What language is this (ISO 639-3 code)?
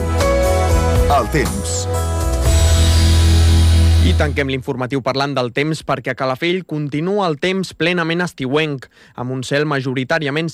cat